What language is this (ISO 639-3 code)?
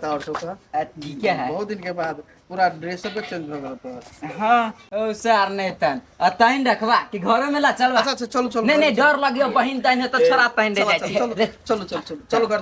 mai